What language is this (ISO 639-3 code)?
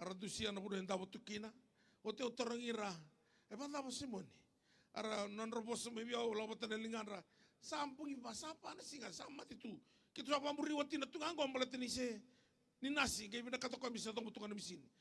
fij